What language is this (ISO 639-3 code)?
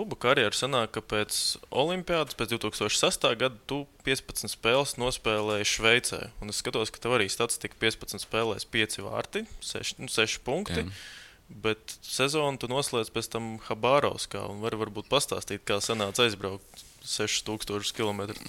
lav